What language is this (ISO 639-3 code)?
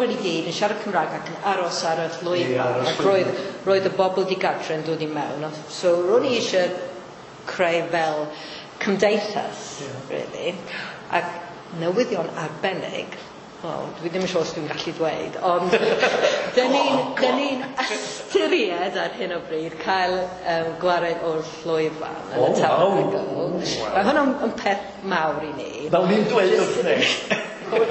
cym